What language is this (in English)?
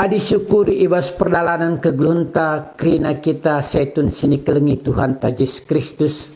Batak Karo